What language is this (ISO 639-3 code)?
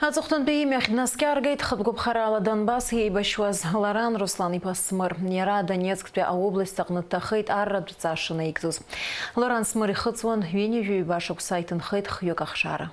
abk